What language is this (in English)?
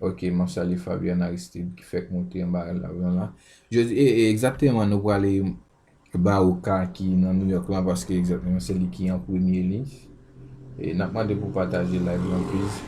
Haitian Creole